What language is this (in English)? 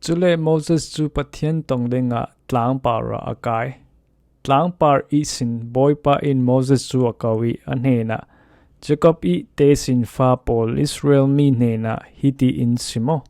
Falam Chin